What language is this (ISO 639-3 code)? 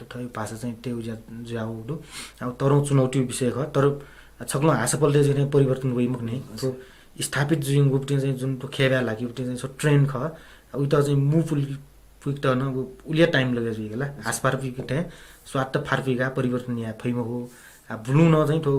new